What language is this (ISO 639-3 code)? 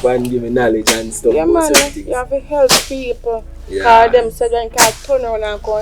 jam